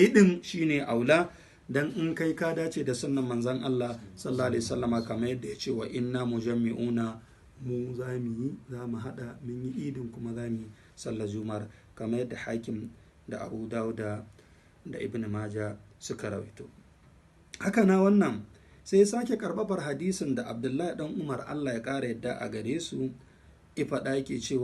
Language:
Hausa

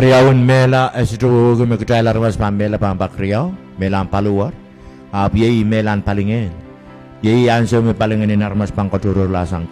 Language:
Pohnpeian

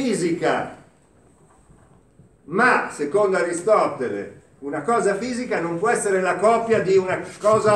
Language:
Italian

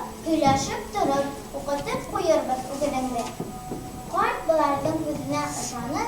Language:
Bashkir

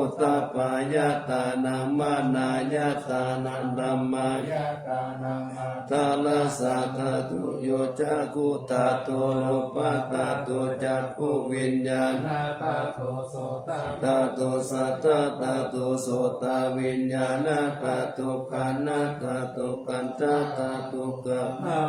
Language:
Pali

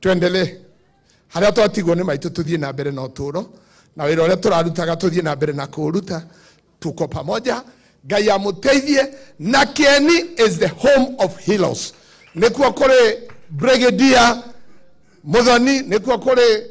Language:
Kikuyu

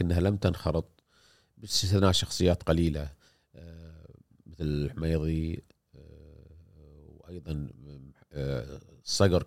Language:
Gulf Arabic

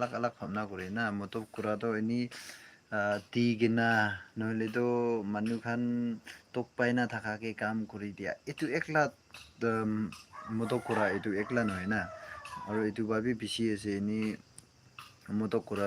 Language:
Naga Pidgin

